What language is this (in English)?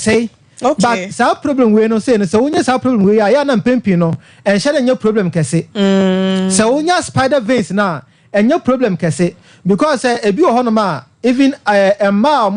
Akan